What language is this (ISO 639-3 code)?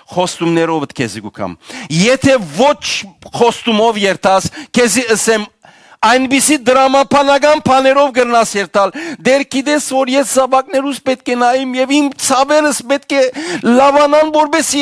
hyw